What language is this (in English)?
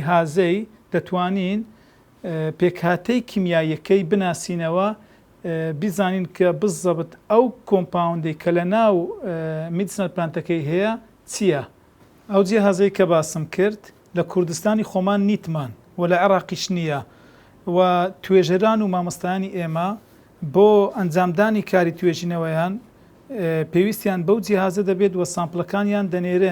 Central Kurdish